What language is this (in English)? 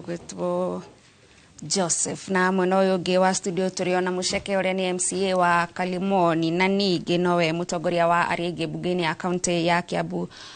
Kikuyu